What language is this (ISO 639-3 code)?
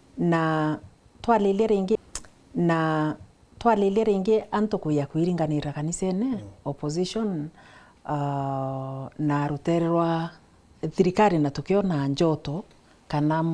mer